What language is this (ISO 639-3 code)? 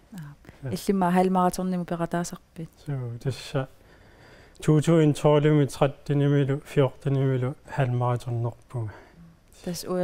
kal